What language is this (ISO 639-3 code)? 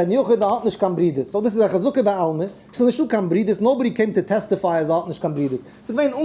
yid